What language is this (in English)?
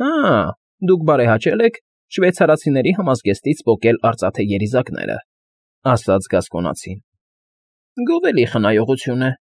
Armenian